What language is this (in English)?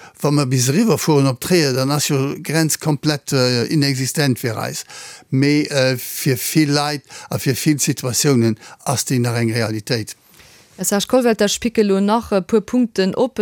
Luxembourgish